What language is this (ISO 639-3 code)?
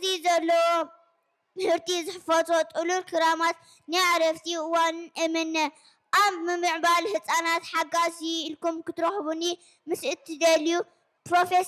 tir